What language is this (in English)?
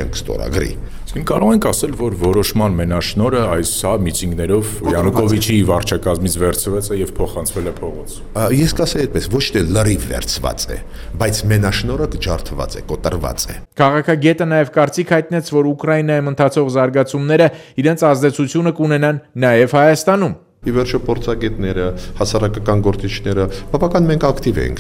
Armenian